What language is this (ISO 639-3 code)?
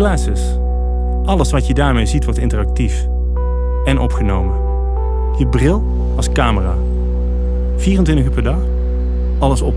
nld